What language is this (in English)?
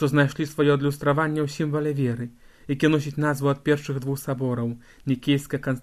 Belarusian